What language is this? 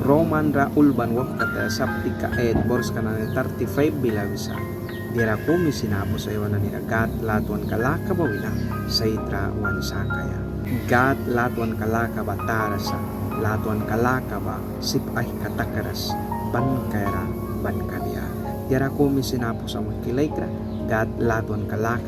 Mískito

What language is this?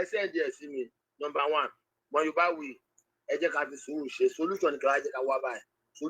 Yoruba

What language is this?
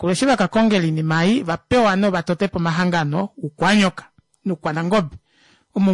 Kuanyama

